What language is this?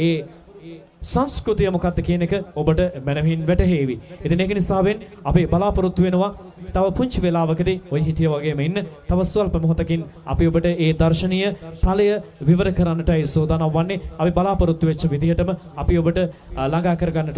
Sinhala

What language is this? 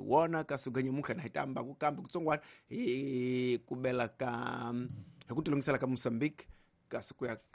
Tsonga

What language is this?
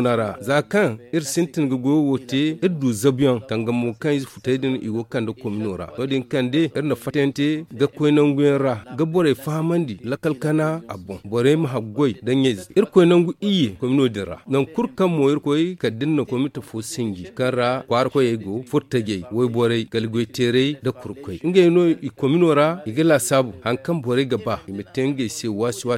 Zarma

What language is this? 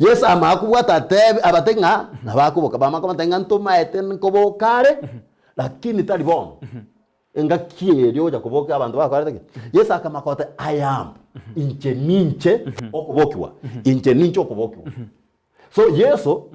Gusii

